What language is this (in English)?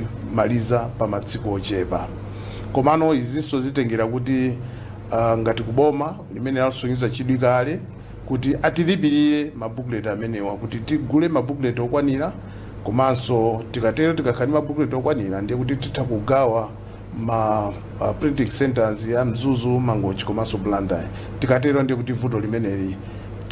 Nyanja